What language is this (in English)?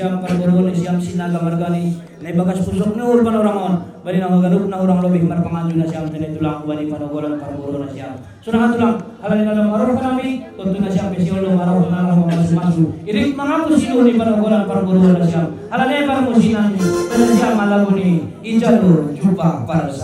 Batak Simalungun